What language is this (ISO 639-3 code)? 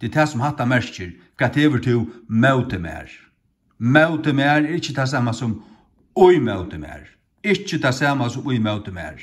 fao